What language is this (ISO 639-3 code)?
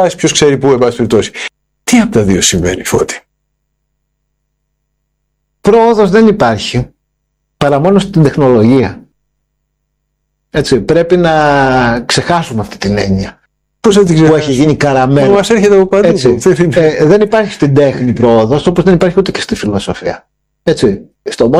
ell